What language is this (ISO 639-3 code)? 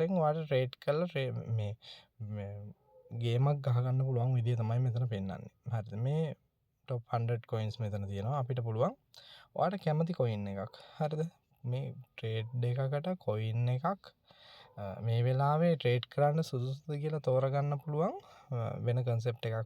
sin